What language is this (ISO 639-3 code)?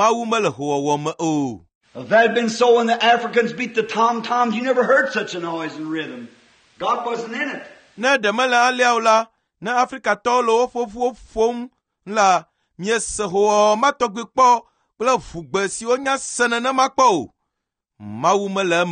ewe